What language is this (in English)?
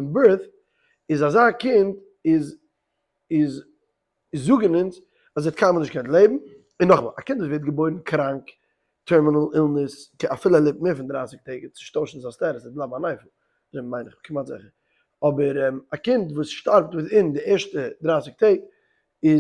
Yiddish